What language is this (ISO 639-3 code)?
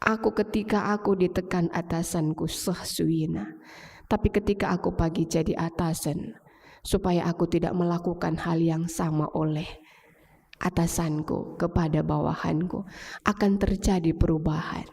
btx